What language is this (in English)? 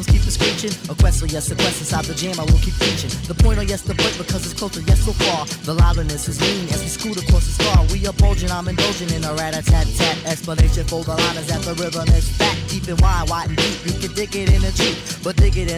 English